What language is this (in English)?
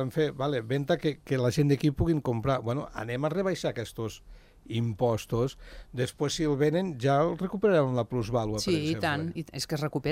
Catalan